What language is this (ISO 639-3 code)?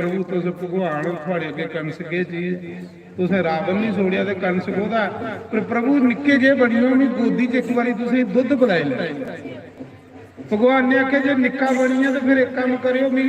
doi